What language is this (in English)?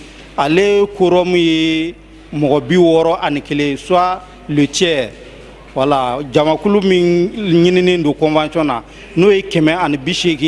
Bambara